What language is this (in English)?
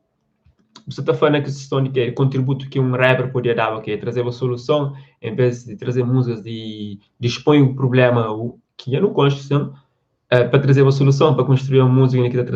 Kabuverdianu